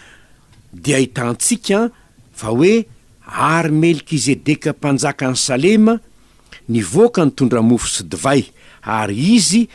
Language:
Malagasy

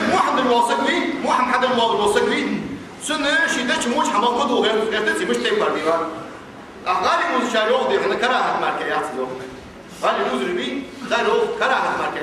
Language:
Ingush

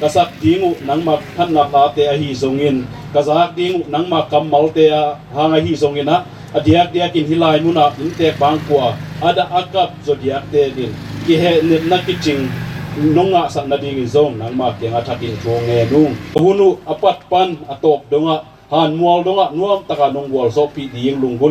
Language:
Tedim Chin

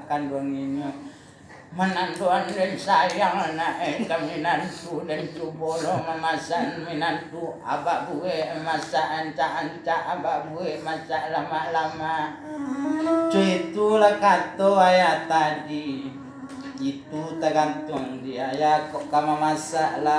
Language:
Minangkabau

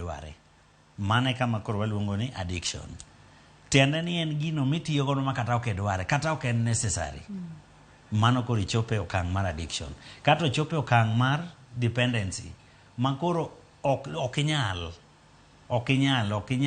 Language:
Luo (Kenya and Tanzania)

